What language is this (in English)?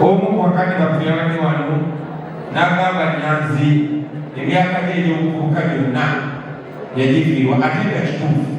Ganda